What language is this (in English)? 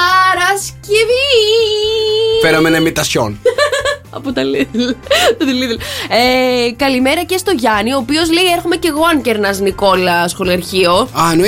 Greek